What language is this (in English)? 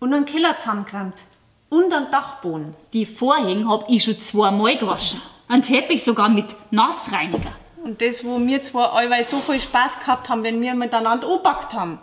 Bavarian